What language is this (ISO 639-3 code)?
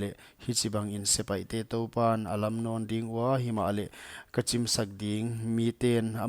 pck